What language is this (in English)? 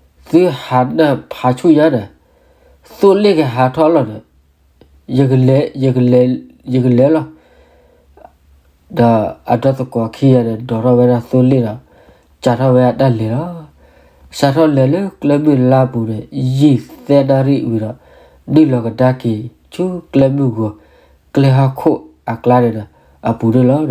S'gaw Karen